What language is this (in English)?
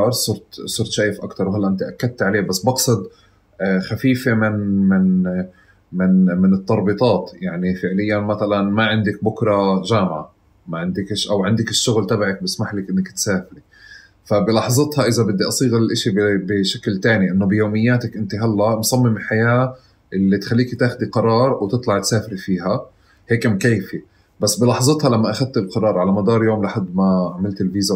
North Levantine Arabic